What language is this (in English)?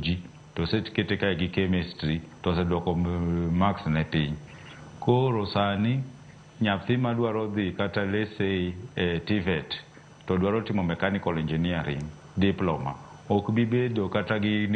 Luo (Kenya and Tanzania)